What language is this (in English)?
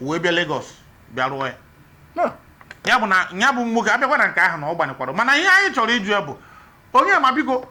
Igbo